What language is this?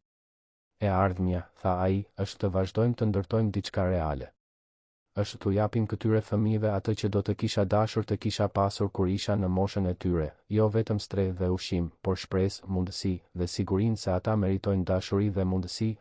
Albanian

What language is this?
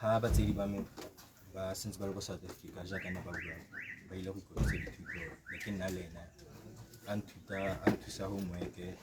Tswana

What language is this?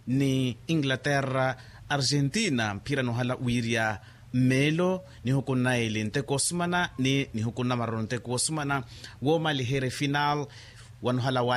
Makhuwa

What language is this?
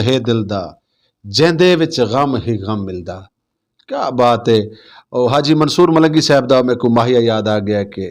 Saraiki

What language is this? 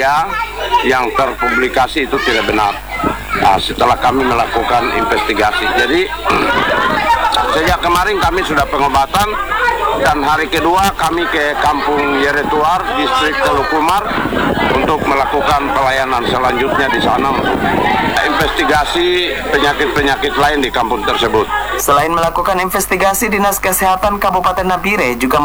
Indonesian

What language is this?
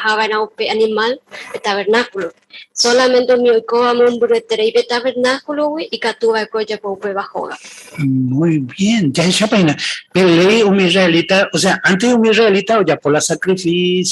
Guarani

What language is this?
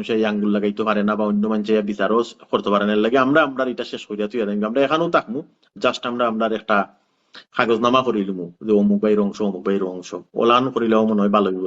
Sylheti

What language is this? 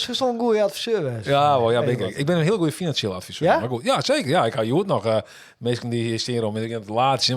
Western Frisian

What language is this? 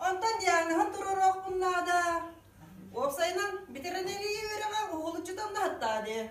Yakut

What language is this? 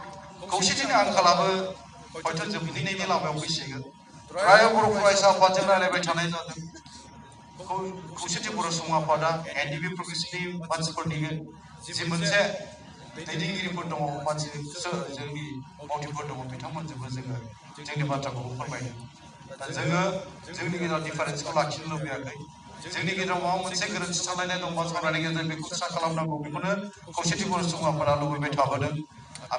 Bodo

